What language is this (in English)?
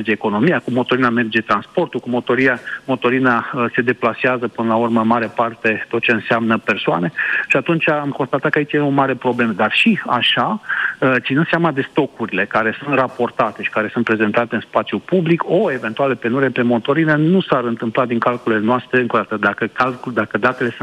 Romanian